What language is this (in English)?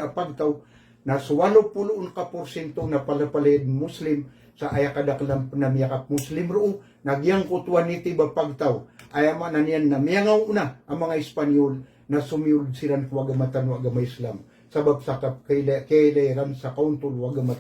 Maranao